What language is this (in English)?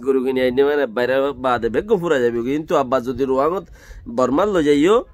Rohingya